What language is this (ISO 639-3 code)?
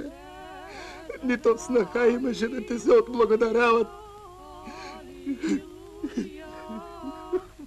bul